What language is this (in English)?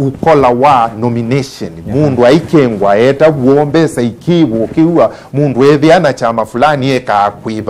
Kamba